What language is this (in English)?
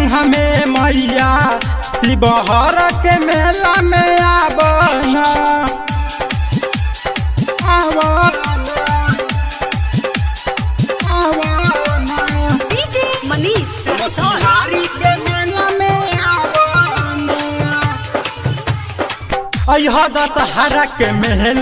Bhojpuri